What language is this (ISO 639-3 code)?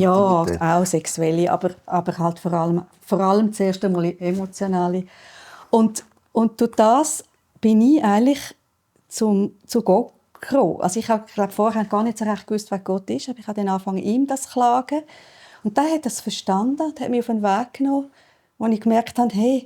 gsw